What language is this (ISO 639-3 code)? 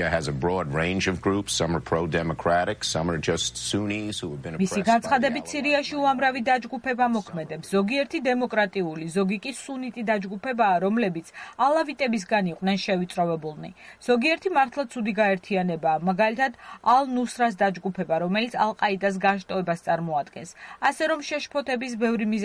kat